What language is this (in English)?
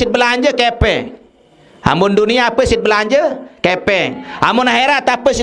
Sasak